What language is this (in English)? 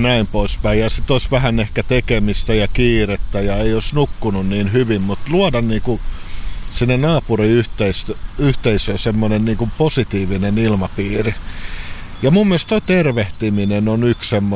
Finnish